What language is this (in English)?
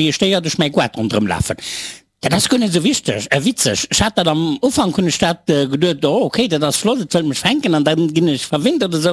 Luxembourgish